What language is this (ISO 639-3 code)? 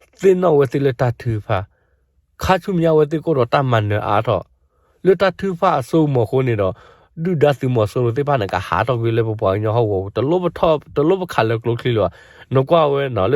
ksw